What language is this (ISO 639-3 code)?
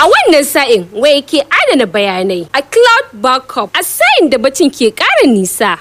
hau